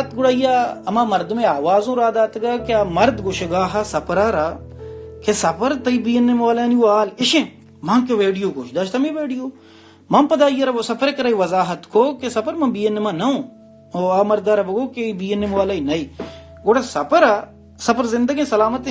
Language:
Baluchi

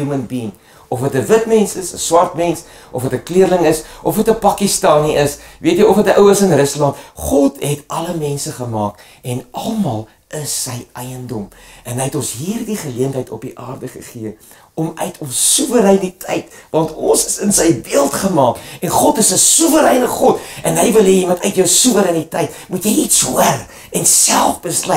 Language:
Afrikaans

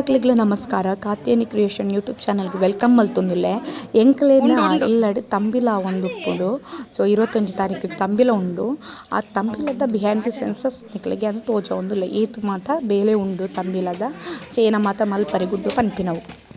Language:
Tulu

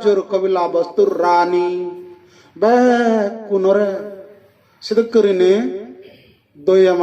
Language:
Chakma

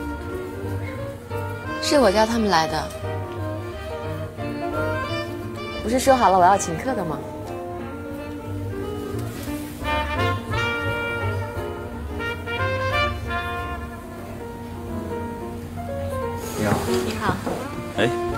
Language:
Chinese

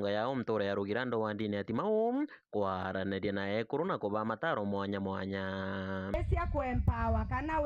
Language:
Meru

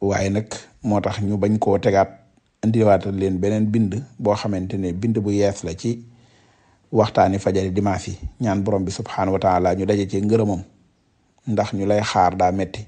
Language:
Wolof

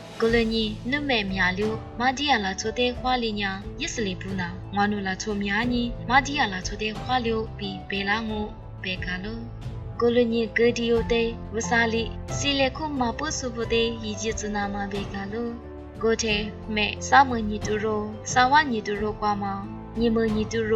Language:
Lisu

